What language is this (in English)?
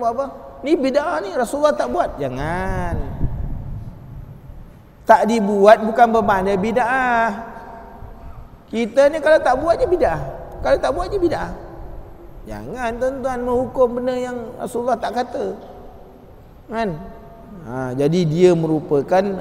Malay